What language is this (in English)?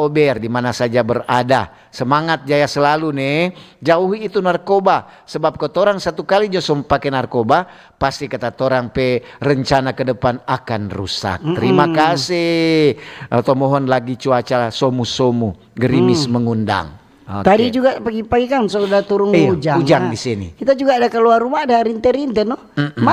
Manado Malay